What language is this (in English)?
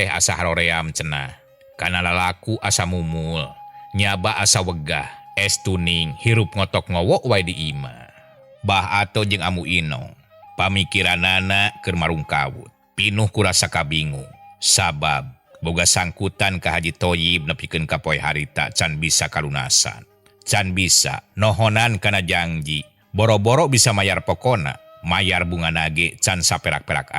Sundanese